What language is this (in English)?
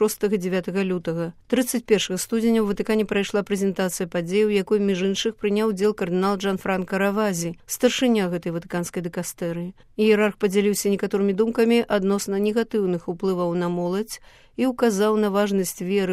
Belarusian